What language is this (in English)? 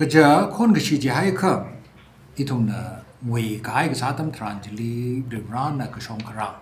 Tangkhul Naga (India)